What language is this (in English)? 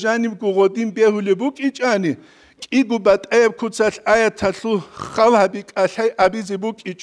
Avaric